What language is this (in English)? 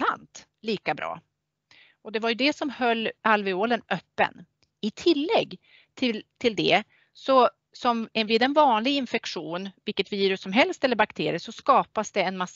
Swedish